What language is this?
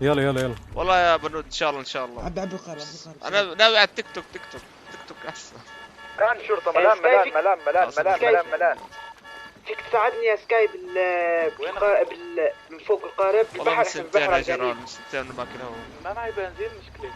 North Levantine Arabic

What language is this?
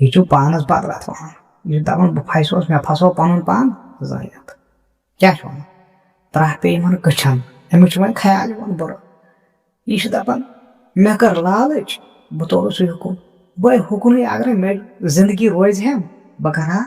Kashmiri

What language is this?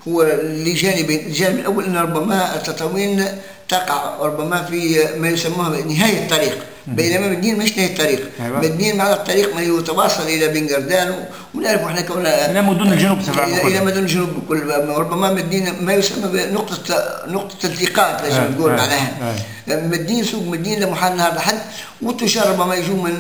Tunisian Arabic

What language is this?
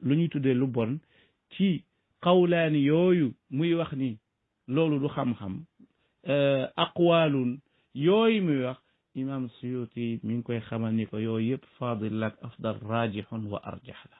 Wolof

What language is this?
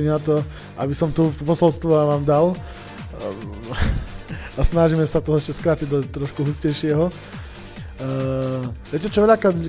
Slovak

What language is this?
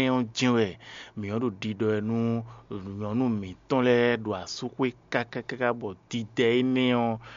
Fon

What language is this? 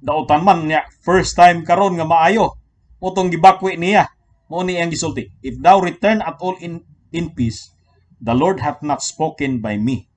Cebuano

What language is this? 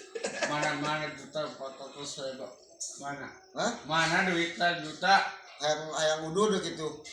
Sundanese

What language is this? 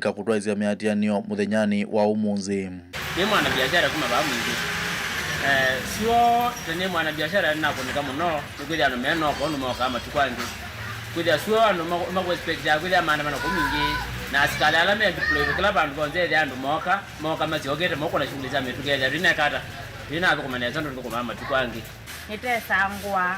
Kamba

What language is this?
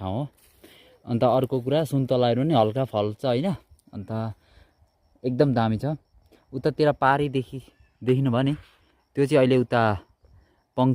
Nepali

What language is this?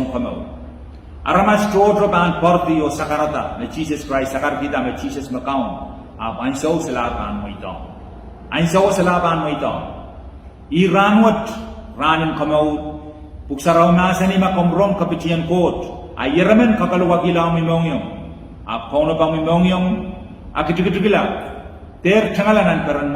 Pohnpeian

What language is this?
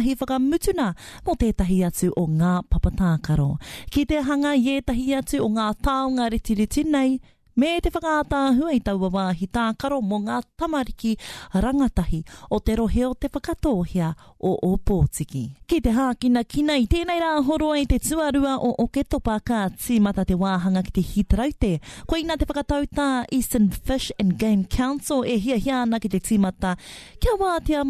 Māori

